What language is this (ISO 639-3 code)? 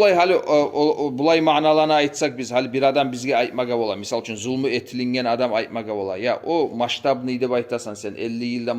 kum